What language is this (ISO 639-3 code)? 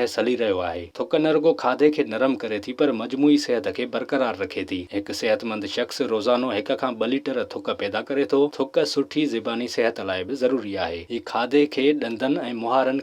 snd